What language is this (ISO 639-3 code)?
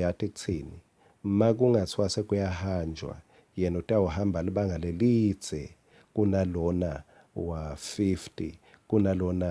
ssw